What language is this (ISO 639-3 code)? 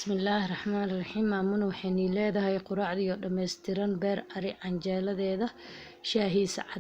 som